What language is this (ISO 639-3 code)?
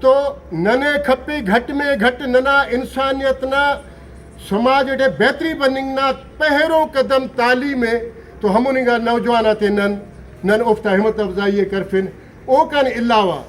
brh